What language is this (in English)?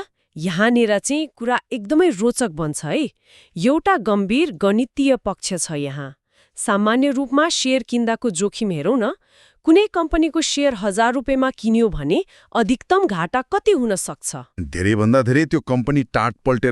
Nepali